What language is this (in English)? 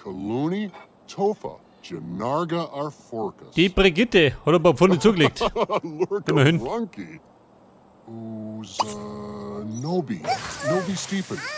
Bavarian